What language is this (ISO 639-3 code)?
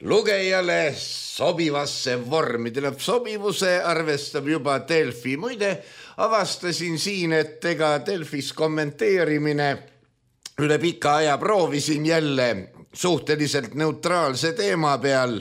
est